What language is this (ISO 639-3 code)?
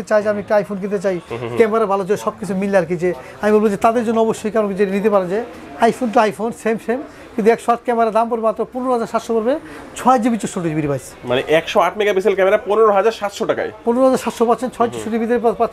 ben